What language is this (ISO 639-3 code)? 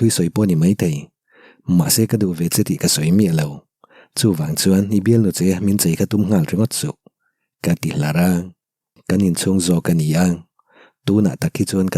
lus